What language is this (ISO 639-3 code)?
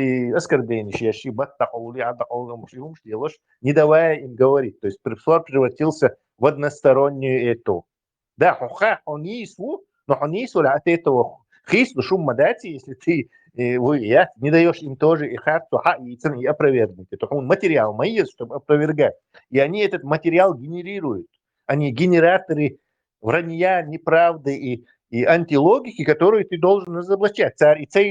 che